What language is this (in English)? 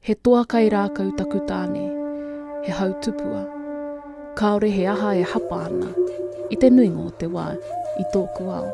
Māori